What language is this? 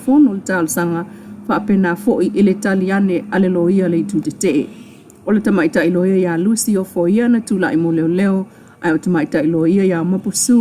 Samoan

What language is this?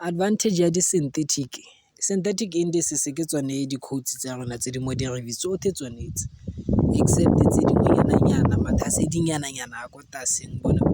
Tswana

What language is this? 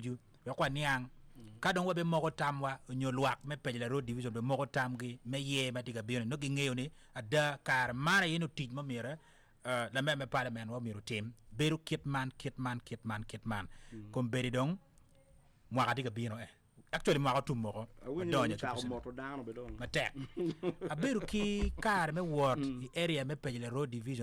Acoli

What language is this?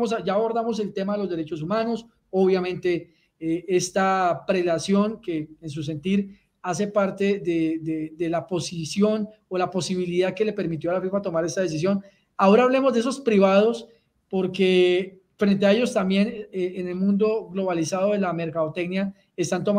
Spanish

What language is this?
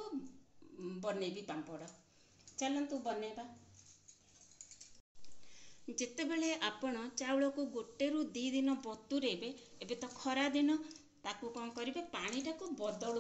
Odia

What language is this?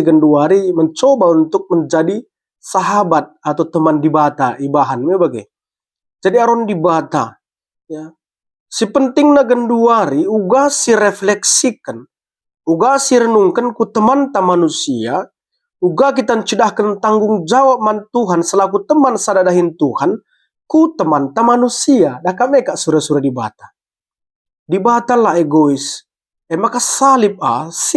Batak Karo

